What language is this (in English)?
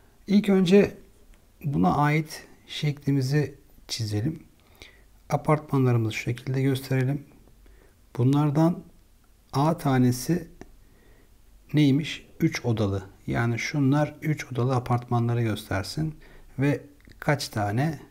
Turkish